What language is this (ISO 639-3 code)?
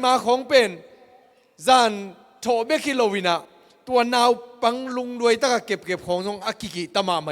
ctd